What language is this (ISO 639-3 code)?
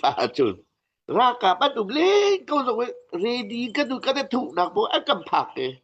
cnh